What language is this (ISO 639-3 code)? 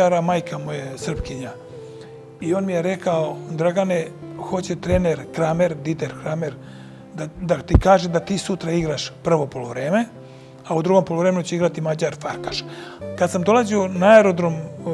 srp